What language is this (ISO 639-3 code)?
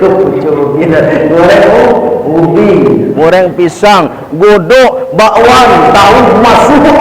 min